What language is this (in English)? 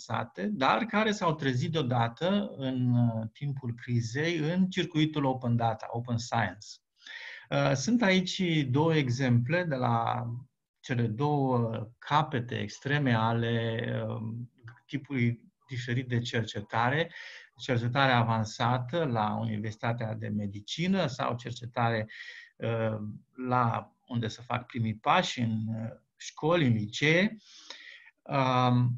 Romanian